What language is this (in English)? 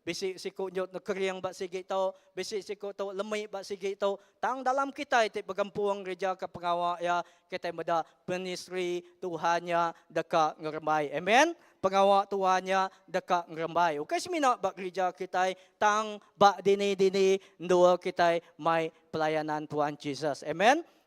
Iban